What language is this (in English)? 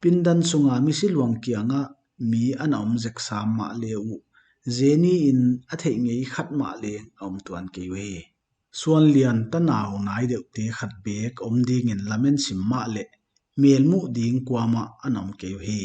Paite Chin